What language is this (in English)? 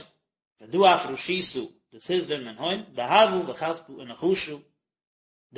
Yiddish